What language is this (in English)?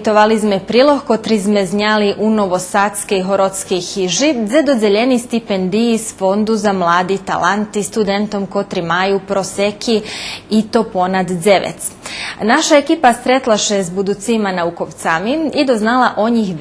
Rusyn